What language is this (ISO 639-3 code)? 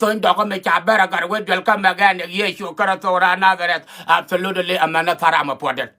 nus